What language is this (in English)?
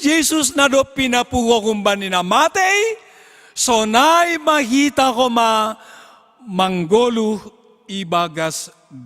Batak Simalungun